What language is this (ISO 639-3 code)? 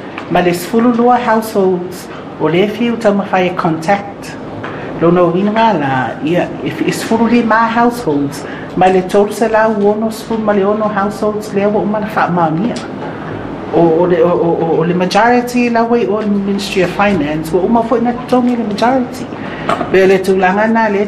smo